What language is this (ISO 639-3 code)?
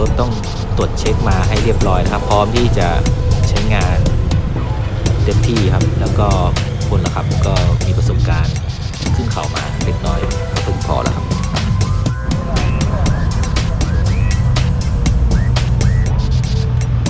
tha